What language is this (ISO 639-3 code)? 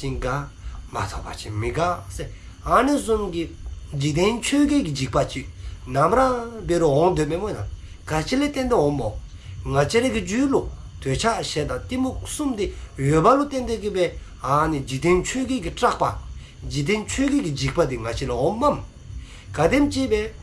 dzo